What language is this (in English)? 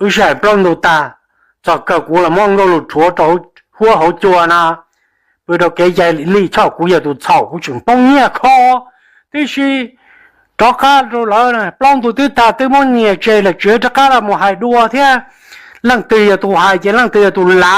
Hmong